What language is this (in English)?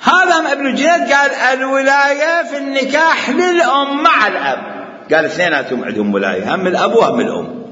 Mesopotamian Arabic